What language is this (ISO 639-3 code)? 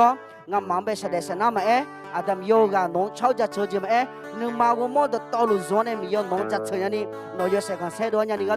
ahk